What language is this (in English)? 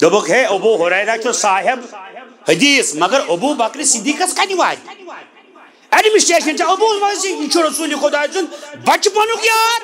Kashmiri